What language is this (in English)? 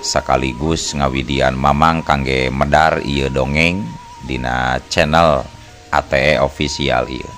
Sundanese